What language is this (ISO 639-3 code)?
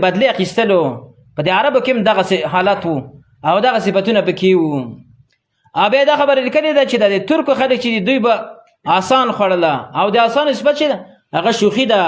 pus